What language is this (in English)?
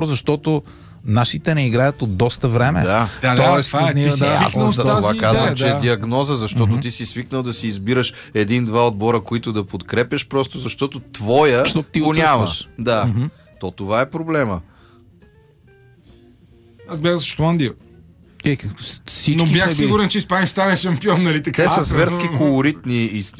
Bulgarian